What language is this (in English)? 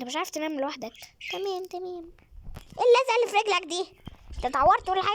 Egyptian Arabic